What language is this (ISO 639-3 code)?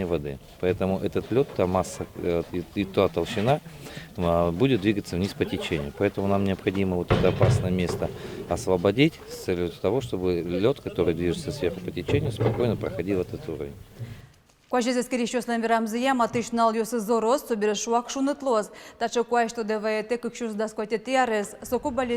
udm